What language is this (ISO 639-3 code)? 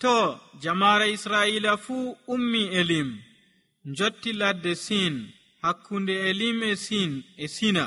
fuv